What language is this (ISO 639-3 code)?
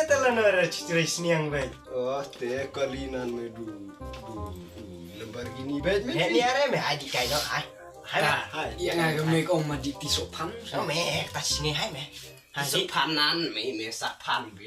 kha